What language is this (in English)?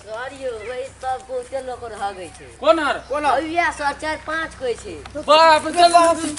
Maithili